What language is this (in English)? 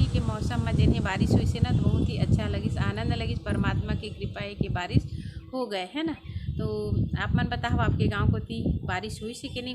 Chhattisgarhi